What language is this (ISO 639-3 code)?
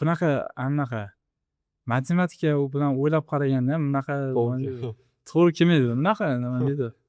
uzb